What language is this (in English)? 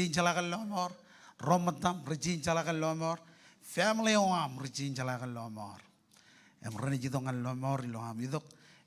Marshallese